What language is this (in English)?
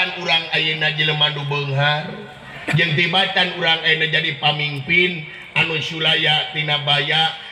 Sundanese